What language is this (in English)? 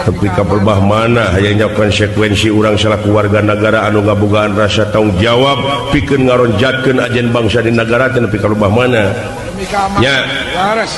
Sundanese